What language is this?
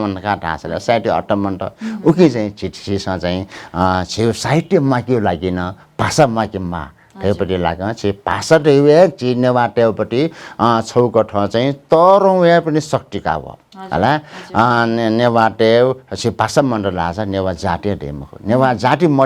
Newari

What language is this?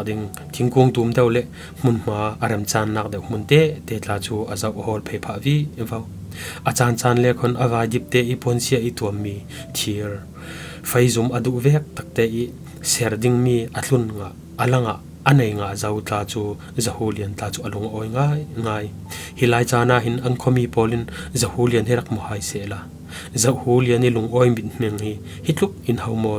Falam Chin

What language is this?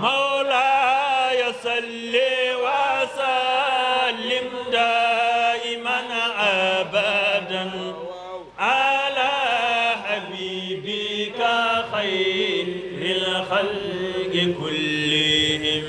Fula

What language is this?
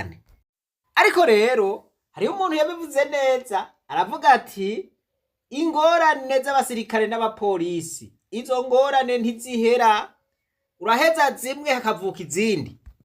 Rundi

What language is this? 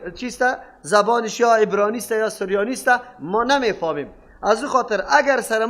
Persian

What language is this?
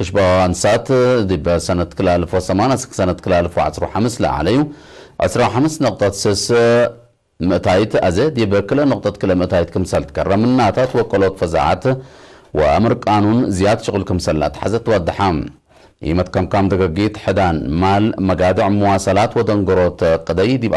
Tigre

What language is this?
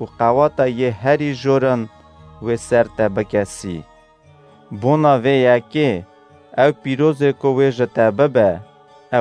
Kurdish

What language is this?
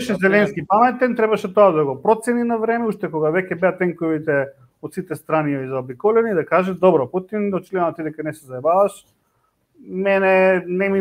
Macedonian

